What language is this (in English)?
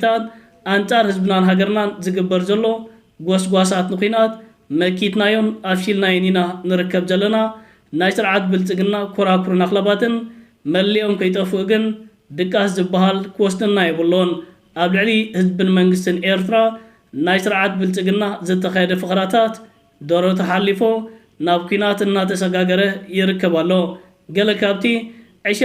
Tigrinya